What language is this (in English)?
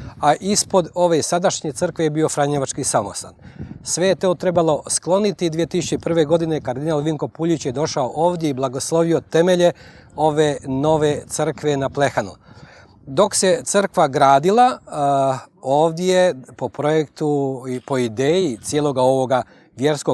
Bosnian